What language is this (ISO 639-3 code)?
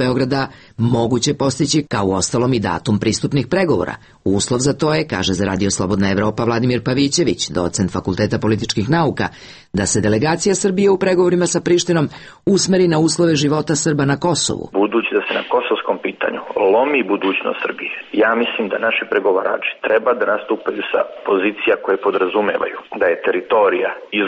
srp